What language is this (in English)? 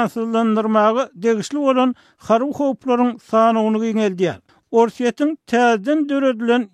Turkmen